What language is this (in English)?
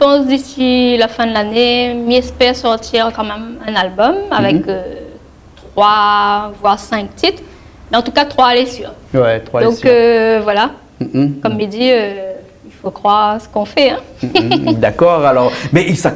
Réunion Creole French